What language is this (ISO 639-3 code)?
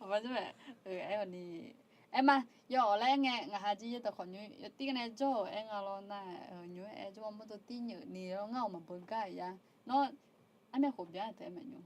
ahk